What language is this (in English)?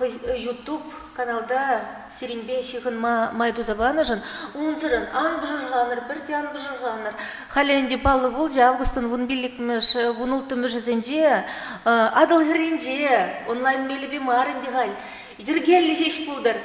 Chuvash